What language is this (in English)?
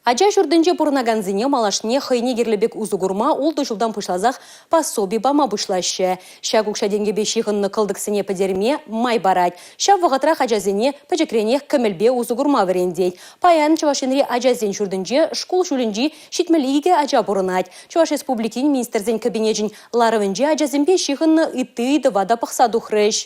Chuvash